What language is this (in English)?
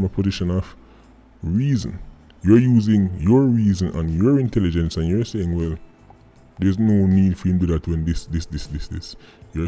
Jamaican Creole English